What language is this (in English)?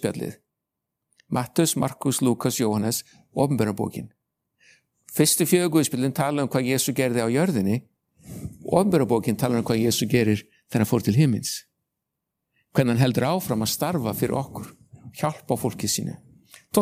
Icelandic